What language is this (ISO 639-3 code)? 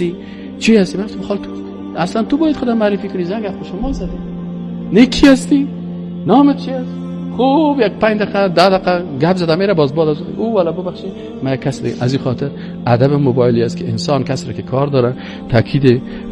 fas